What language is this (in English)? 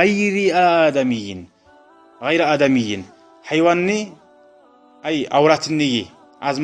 Kumyk